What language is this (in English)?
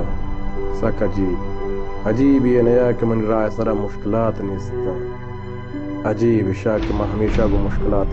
Baluchi